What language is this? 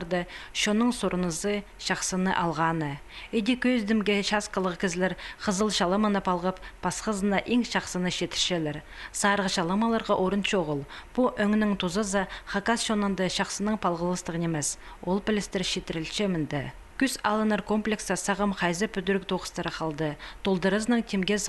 Khakas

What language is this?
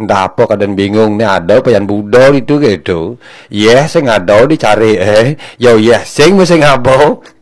Balinese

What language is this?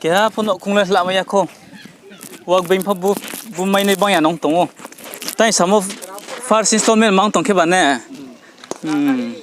Riang (India)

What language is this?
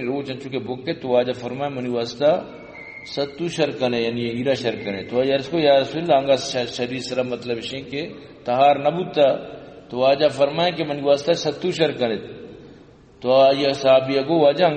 Baluchi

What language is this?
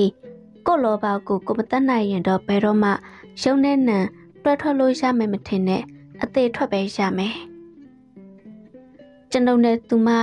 Burmese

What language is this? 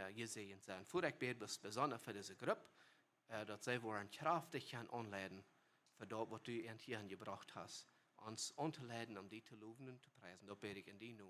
Plautdietsch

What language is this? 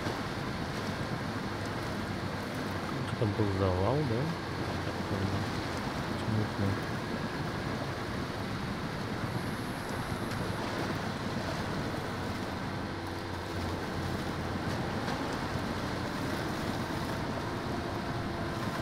Russian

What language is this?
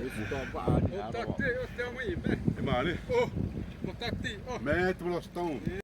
Xavánte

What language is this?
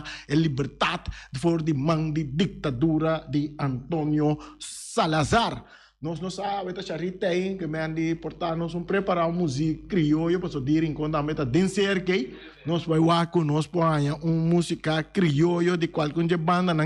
Papiamento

